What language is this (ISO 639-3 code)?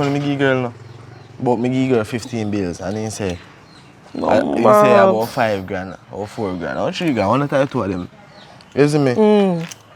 jam